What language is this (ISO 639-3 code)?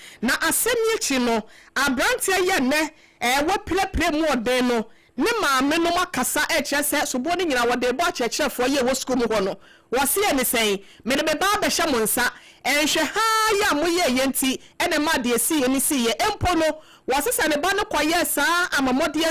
aka